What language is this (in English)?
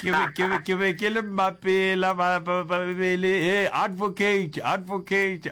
Northern Sotho